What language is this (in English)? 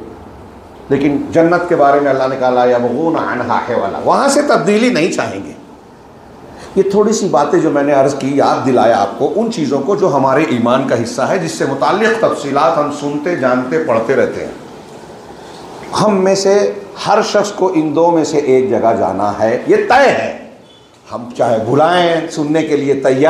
Hindi